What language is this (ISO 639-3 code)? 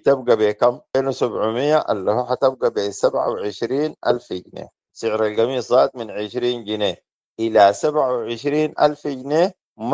apd